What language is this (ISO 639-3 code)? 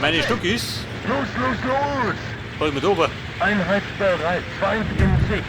bar